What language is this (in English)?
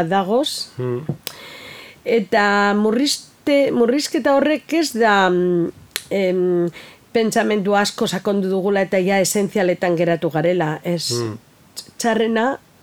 Basque